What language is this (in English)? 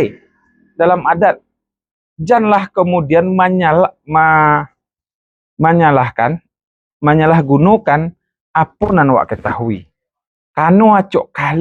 Minangkabau